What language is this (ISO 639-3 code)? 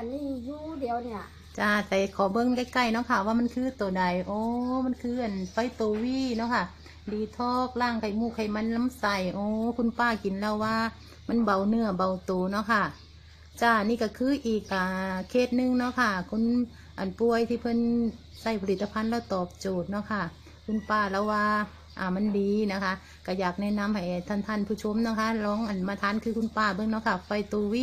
tts